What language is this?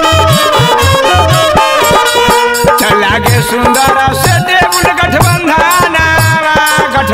Bhojpuri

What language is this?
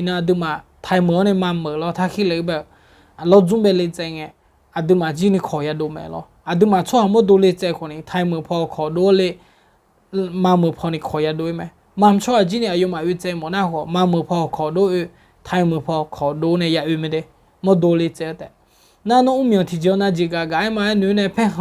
Akha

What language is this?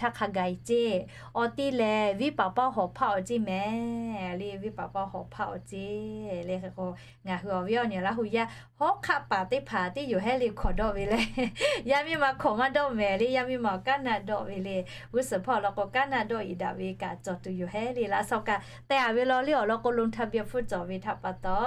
Lahu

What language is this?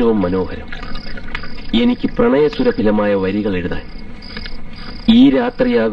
Malayalam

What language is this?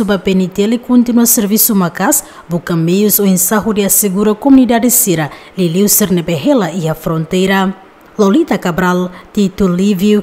Tetum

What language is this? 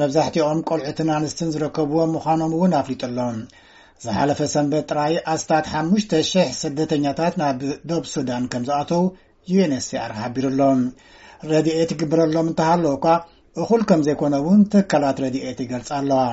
Tigrinya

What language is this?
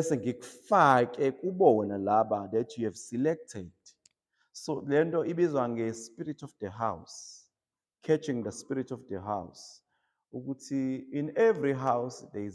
Zulu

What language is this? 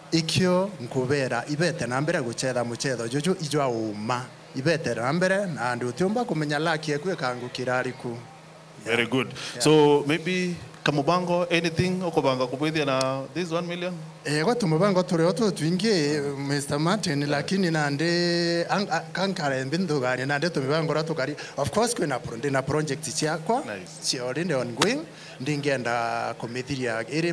Meru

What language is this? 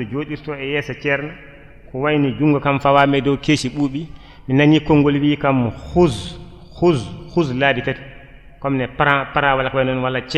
Fula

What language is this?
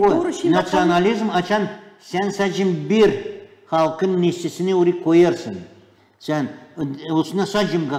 Gagauz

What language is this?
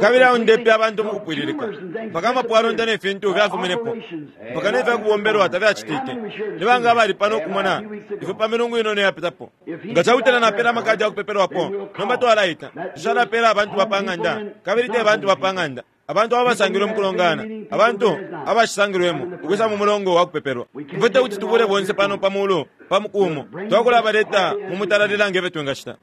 Bemba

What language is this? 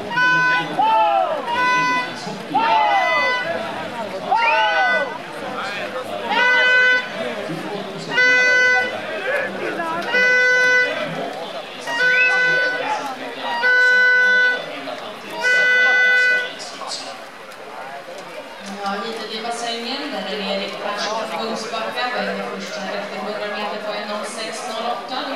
Swedish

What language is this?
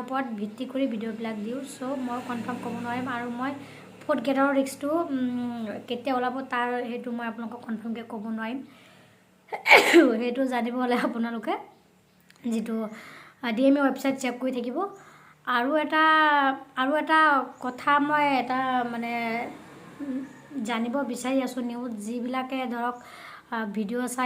Assamese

